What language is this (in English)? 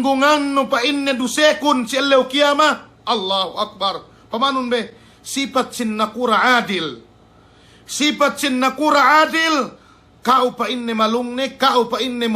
Yakan